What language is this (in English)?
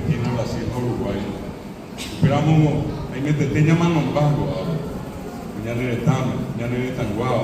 Guarani